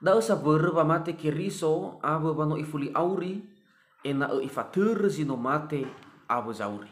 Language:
Nias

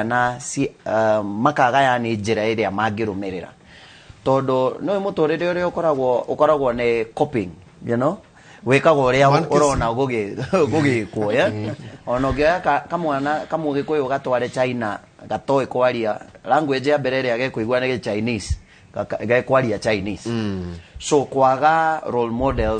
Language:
Kikuyu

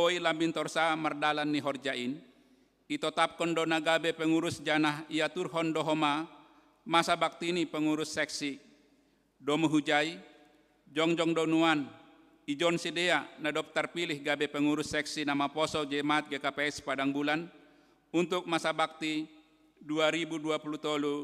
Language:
Batak Simalungun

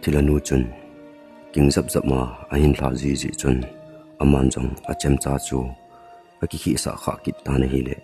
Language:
Thado Chin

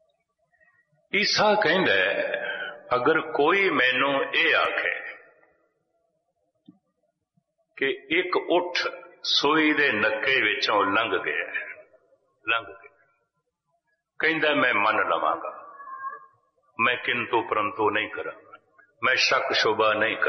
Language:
Punjabi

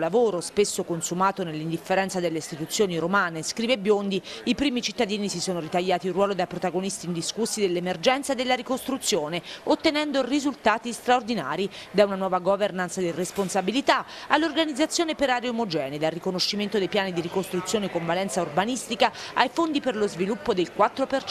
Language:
Italian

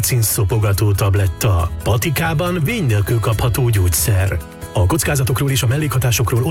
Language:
Hungarian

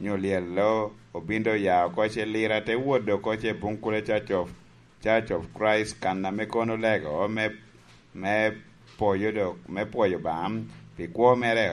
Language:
Lango (Uganda)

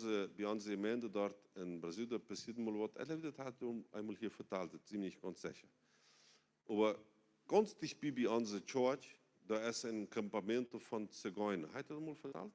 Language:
Plautdietsch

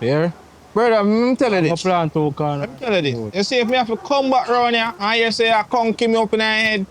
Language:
Jamaican Creole English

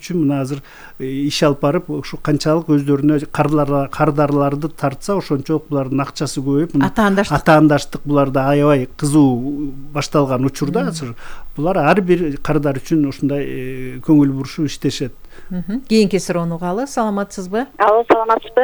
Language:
Kyrgyz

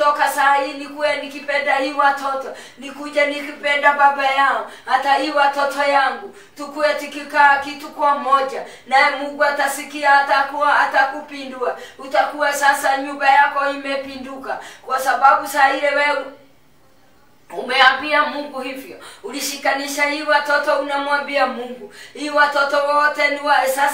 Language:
Swahili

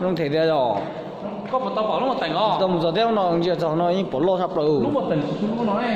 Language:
Hmong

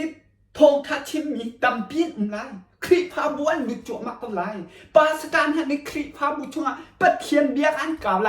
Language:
Hakha Chin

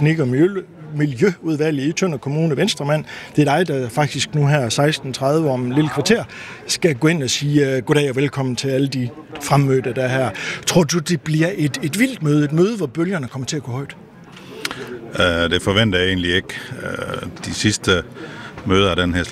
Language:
Danish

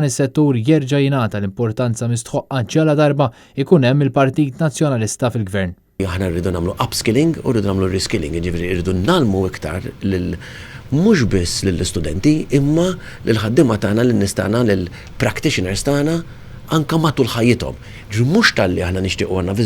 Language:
Maltese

